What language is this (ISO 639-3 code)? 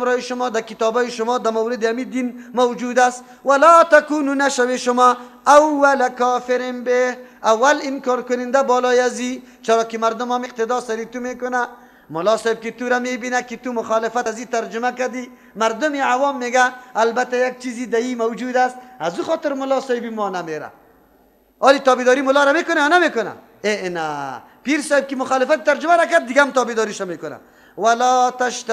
fas